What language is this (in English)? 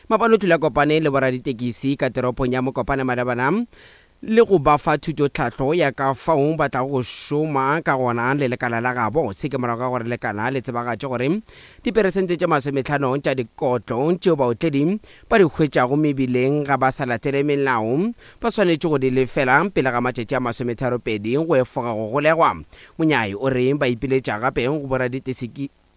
Northern Sotho